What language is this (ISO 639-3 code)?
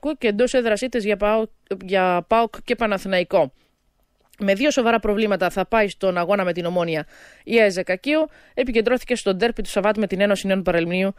ell